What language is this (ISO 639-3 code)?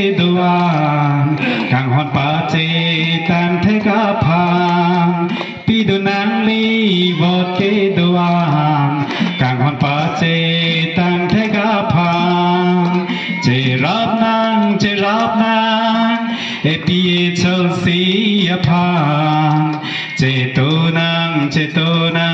mjw